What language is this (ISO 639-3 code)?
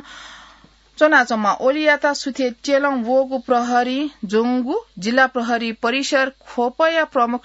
new